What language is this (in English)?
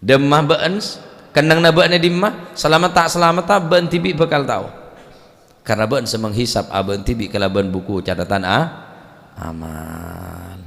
Madurese